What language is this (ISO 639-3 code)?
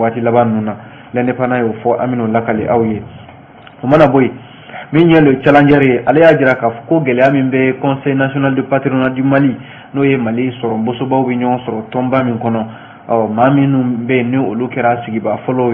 bam